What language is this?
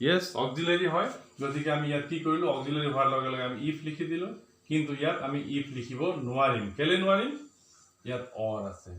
Assamese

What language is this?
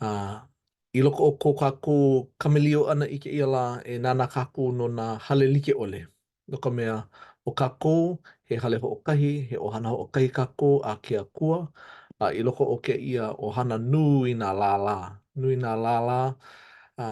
Hawaiian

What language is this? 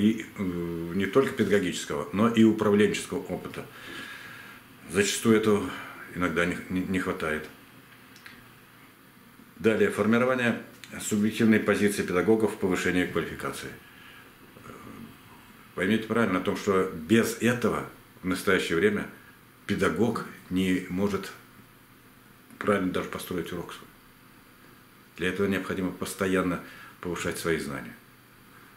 Russian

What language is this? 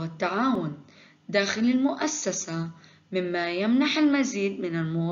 Arabic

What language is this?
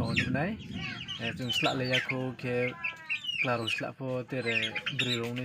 Riang (India)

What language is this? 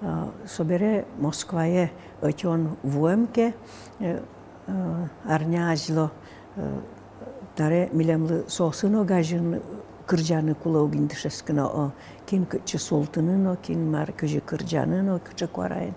Udmurt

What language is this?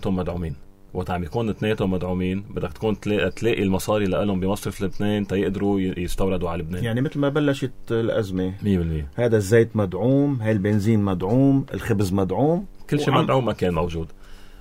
North Levantine Arabic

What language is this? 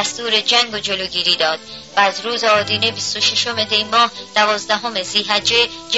Persian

